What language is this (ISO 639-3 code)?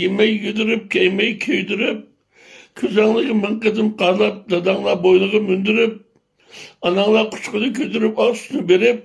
uig